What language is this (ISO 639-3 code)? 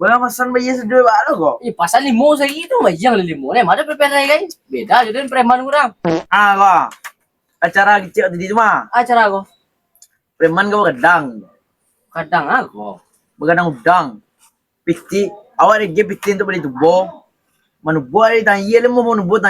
min